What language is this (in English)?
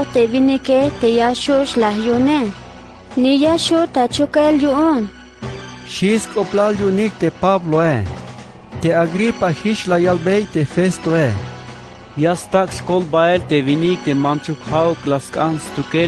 Tzeltal